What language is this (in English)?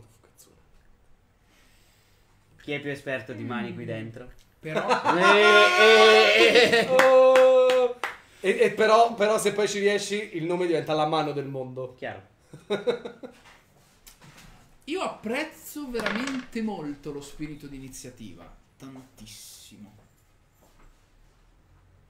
Italian